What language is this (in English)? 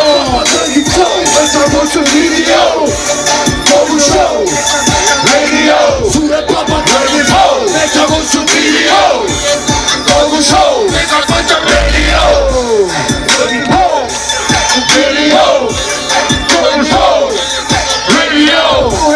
Estonian